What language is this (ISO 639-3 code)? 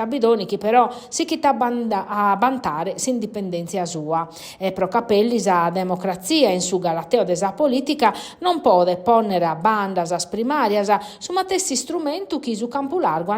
srd